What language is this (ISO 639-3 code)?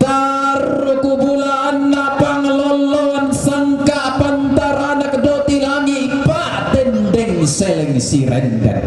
sda